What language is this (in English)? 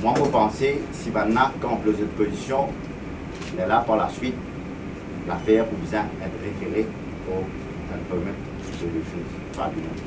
Morisyen